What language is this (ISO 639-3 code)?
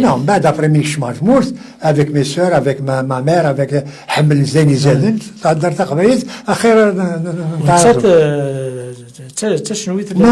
kab